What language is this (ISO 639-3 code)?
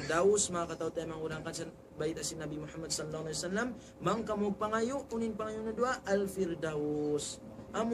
tsg